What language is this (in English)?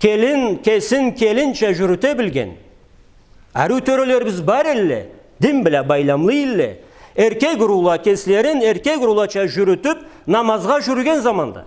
Karachay-Balkar